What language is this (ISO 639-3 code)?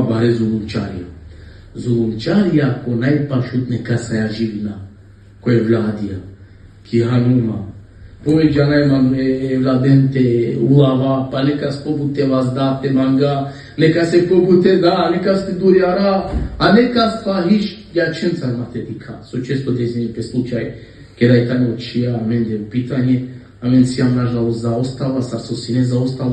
rmn